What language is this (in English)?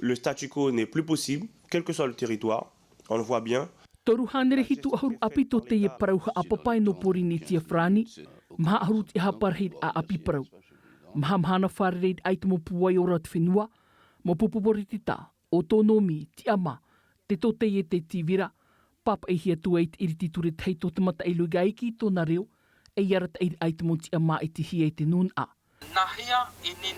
Tahitian